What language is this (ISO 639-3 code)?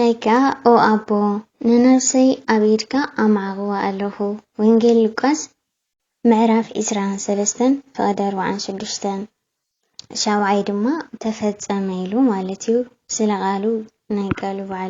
tir